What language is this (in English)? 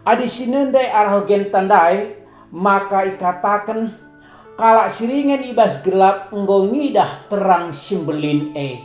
Batak Karo